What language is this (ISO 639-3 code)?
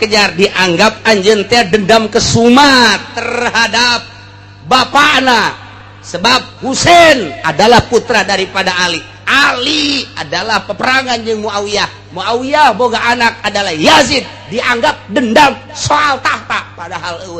sun